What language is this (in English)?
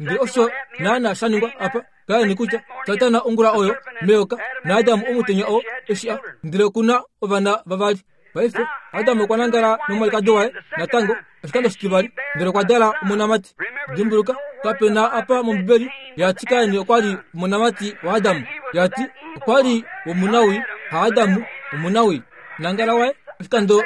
Kuanyama